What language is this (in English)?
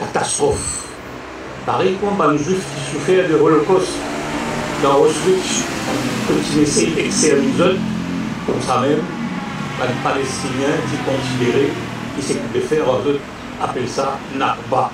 Morisyen